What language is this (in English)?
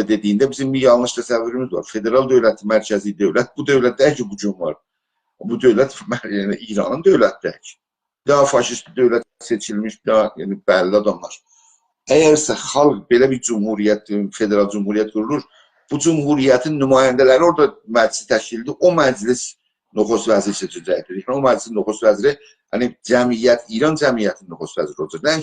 South Azerbaijani